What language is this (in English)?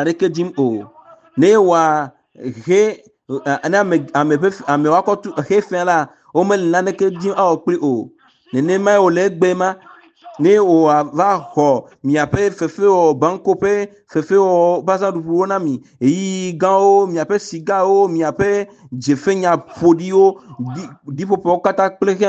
Ewe